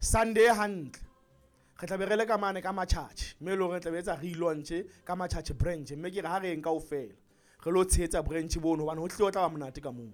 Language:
Southern Sotho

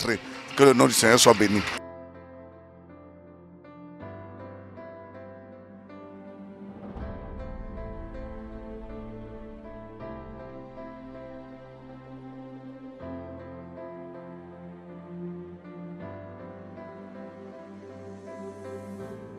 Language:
French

